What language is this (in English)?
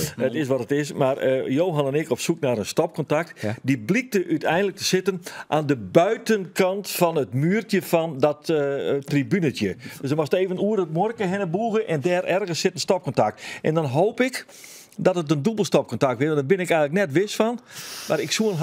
Western Frisian